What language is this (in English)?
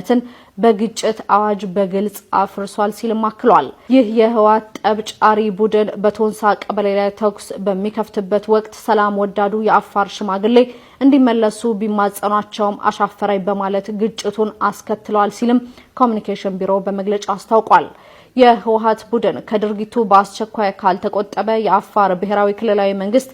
Amharic